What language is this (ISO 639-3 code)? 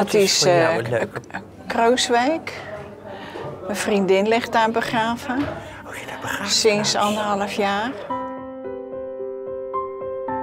nld